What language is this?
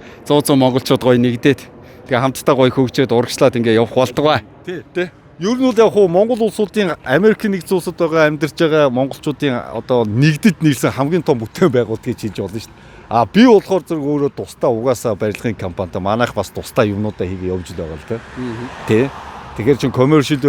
Mongolian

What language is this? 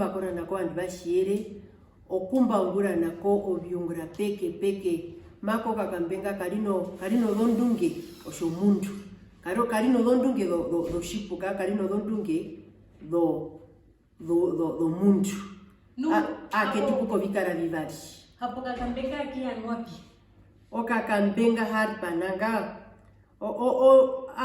Herero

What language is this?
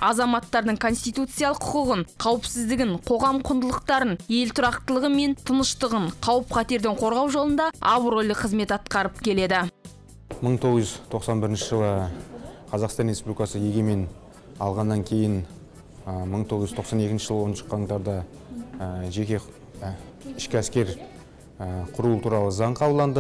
Kazakh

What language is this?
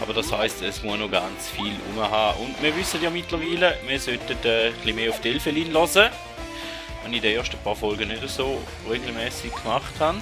Swiss German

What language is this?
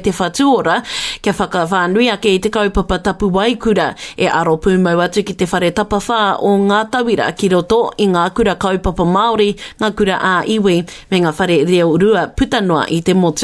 Māori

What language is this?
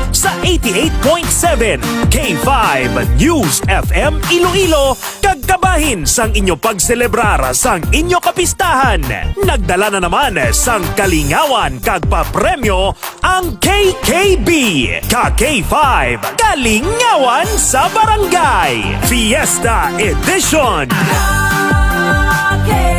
Hiligaynon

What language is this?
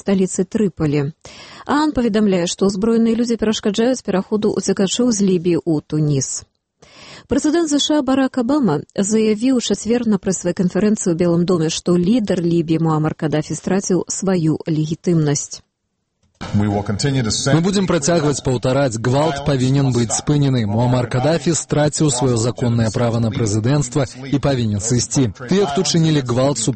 Belarusian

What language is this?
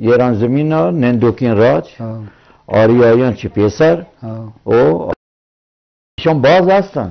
Eastern Balochi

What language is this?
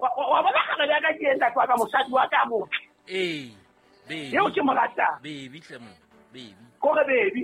Southern Sotho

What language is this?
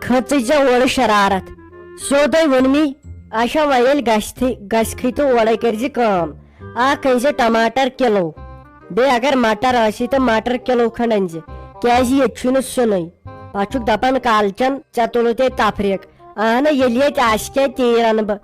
Kashmiri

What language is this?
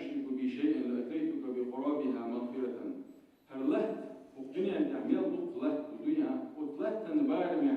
Chechen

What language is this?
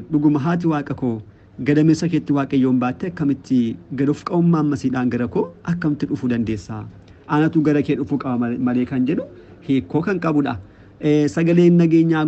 Oromo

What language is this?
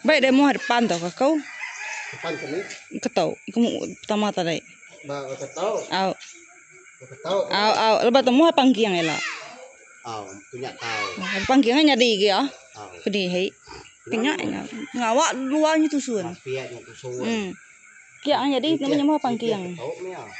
Iban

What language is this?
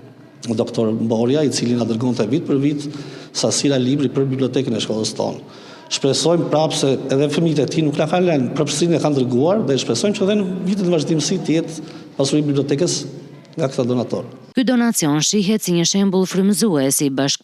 Albanian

